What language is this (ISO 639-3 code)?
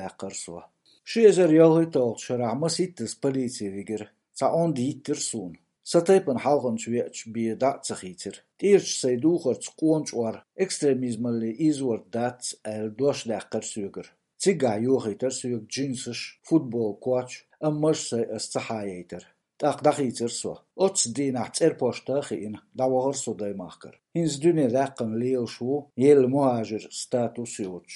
che